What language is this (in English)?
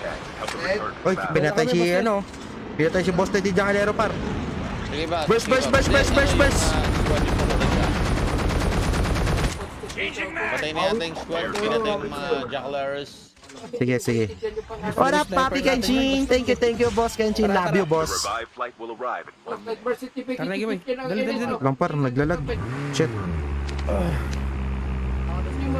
Filipino